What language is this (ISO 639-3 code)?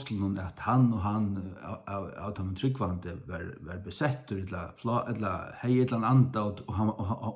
fao